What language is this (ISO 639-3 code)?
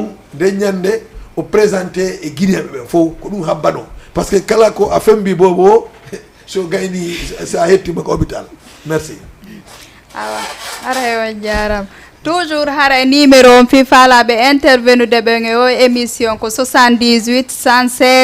ful